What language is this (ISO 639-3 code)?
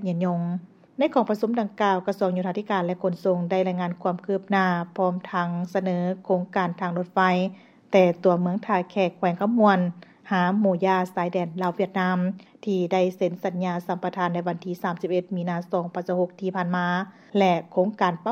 lao